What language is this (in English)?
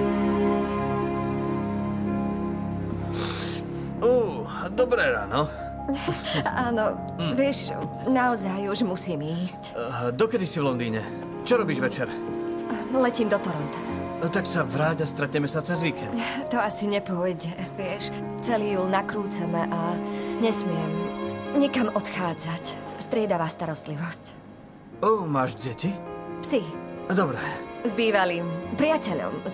Slovak